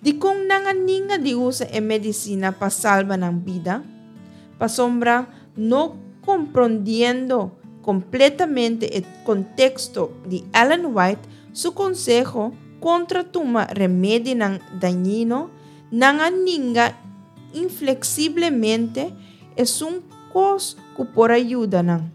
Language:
Papiamento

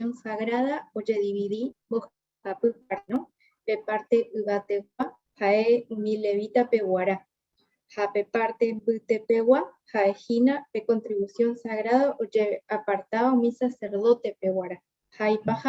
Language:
Guarani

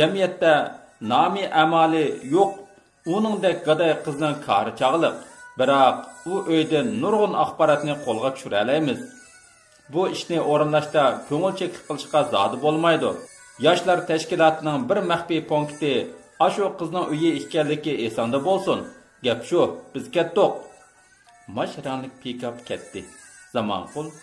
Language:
Uyghur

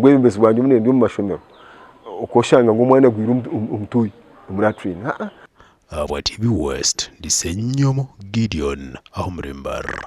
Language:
Nyankole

